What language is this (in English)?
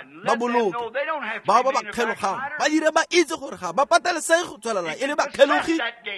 Tswana